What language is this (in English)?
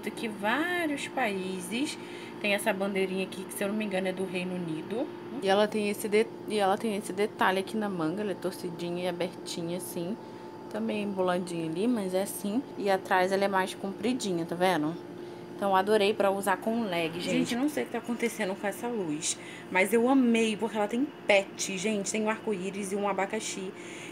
Portuguese